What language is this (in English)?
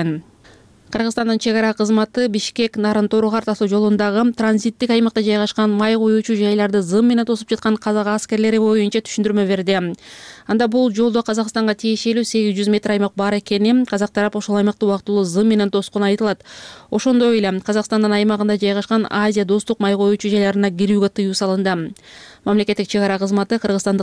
Kyrgyz